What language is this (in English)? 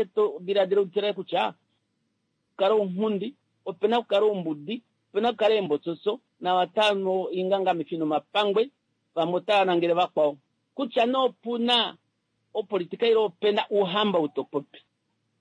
Kuanyama